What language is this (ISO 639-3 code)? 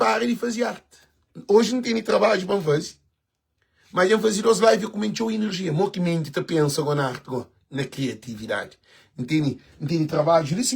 kea